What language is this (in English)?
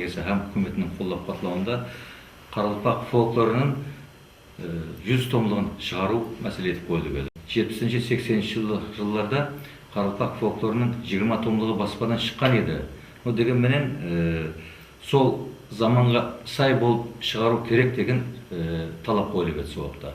Kara-Kalpak